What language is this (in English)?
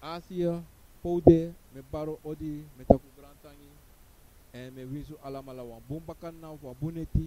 Sranan Tongo